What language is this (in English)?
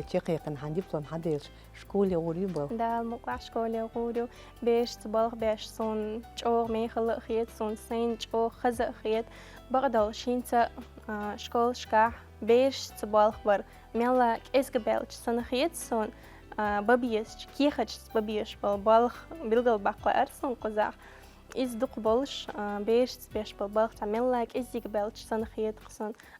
Chechen